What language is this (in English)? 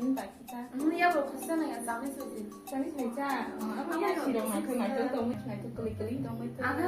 Kok Borok